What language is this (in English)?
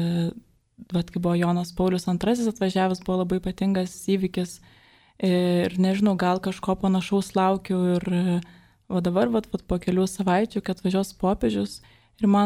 Lithuanian